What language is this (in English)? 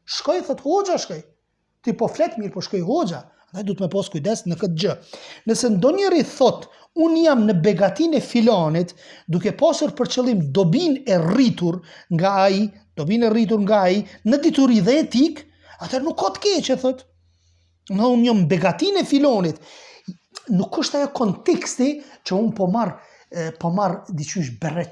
Albanian